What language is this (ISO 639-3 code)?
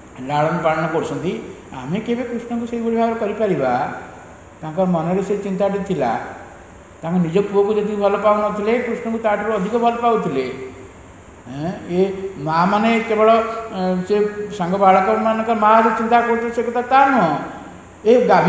ori